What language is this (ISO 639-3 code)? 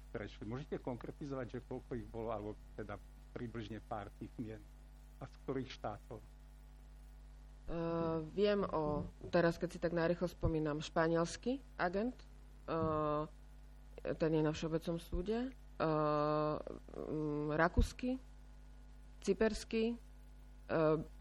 slk